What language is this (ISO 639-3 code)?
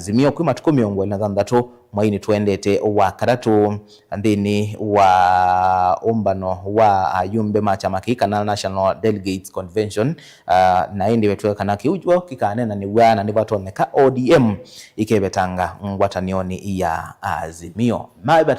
kam